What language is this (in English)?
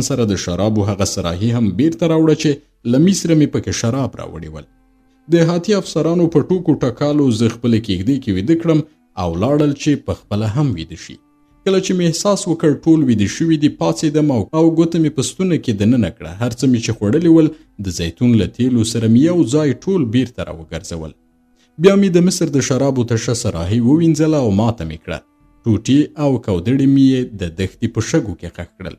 Pashto